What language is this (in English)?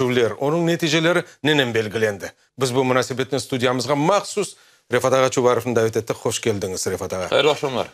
Crimean Tatar